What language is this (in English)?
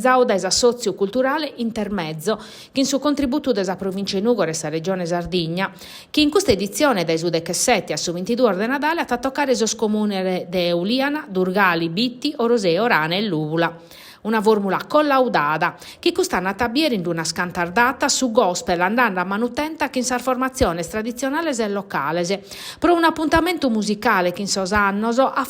Sardinian